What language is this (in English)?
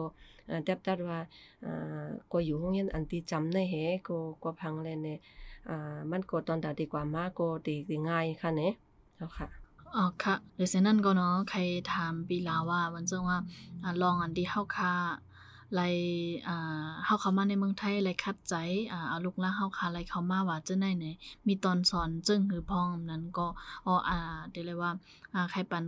Shan